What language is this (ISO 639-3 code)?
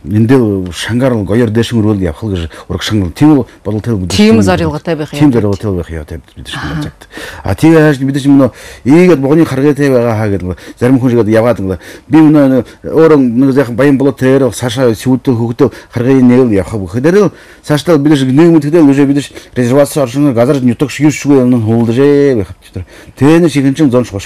bua